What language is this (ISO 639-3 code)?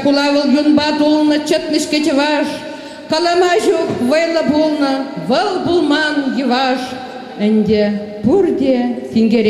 chv